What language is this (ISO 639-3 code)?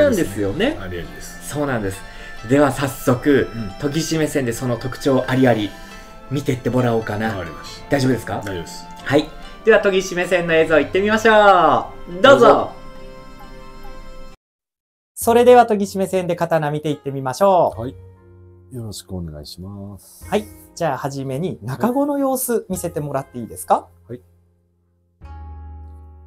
jpn